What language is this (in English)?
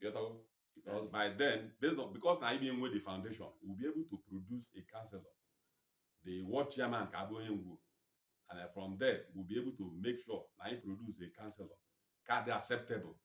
Igbo